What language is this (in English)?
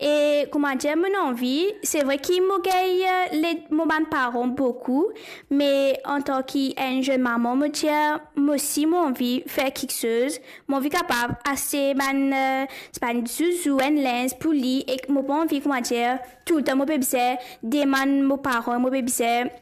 Morisyen